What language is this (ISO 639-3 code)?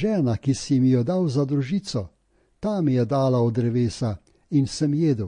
slv